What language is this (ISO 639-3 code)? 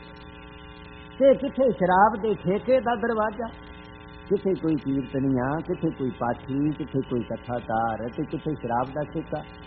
pan